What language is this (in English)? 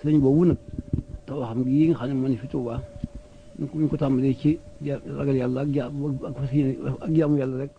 Wolof